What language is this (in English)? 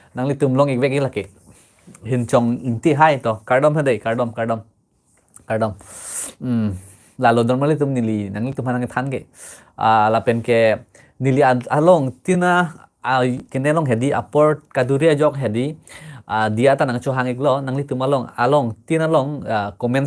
Karbi